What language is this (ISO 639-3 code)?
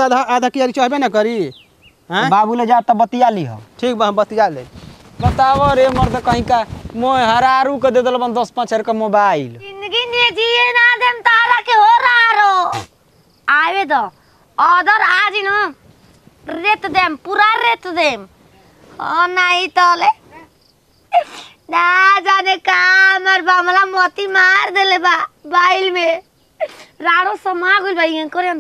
bho